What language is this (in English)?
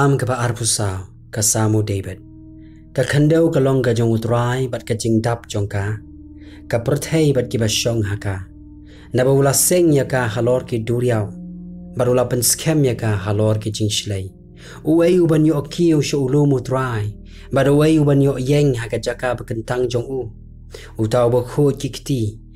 Khasi